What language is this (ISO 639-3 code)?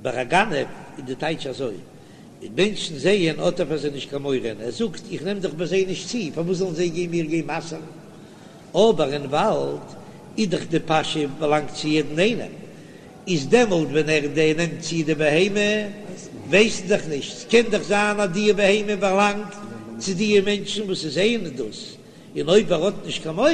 yid